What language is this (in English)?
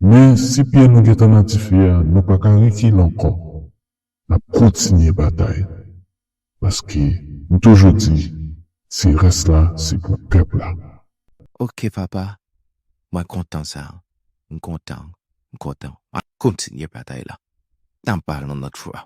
Haitian Creole